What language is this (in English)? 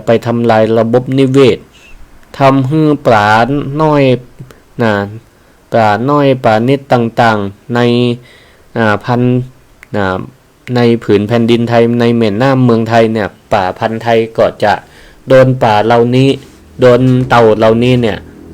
Northern Thai